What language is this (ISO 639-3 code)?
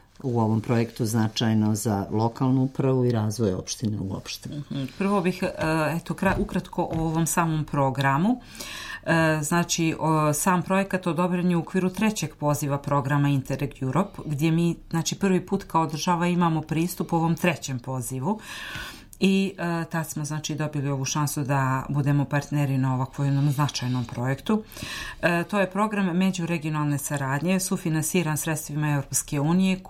srp